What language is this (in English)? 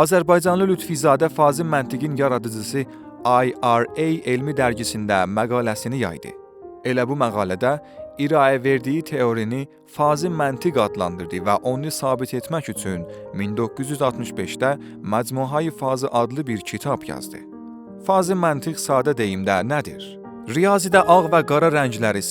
South Azerbaijani